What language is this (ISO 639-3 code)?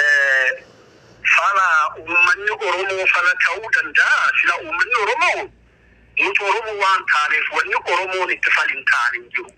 orm